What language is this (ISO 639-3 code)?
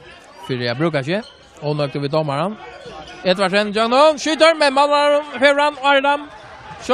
fao